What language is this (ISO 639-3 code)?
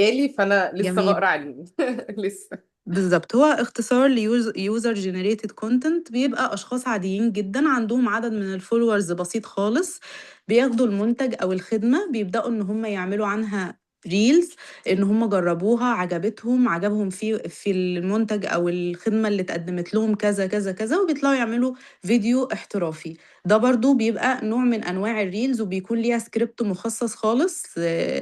arz